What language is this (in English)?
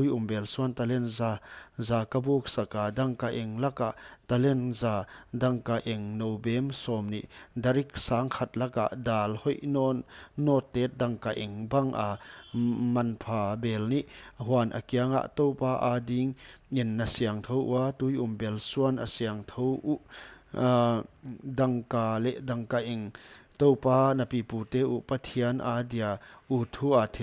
Paite Chin